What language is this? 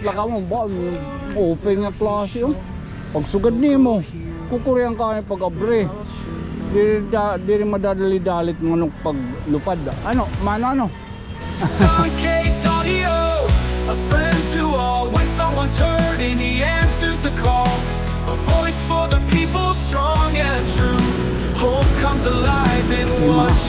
Waray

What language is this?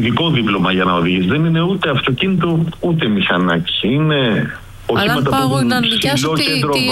Greek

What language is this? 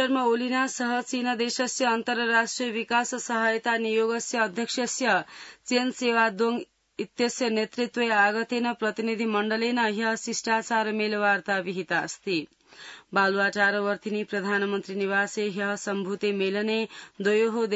Sanskrit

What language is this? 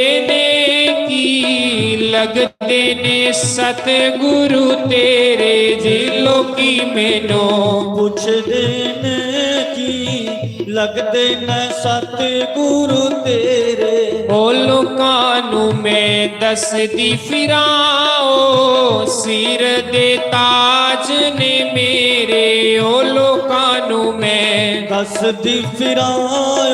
Dogri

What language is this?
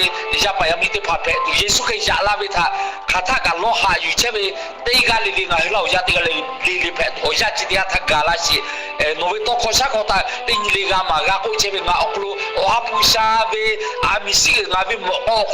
Lahu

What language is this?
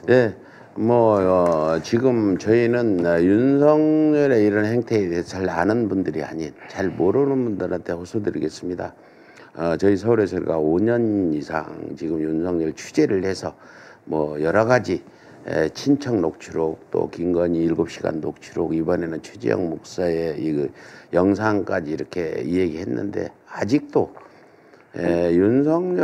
Korean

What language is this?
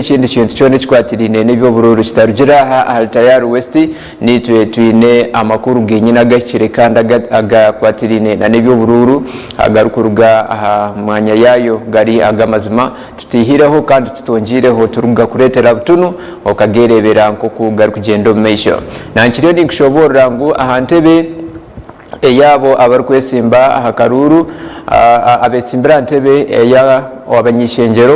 Nyankole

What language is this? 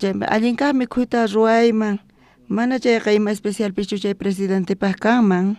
South Bolivian Quechua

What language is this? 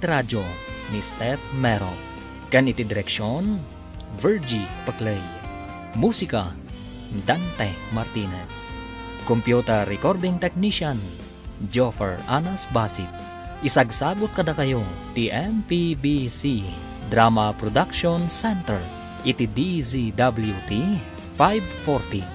Iloko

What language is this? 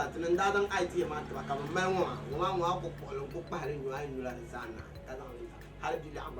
Dagbani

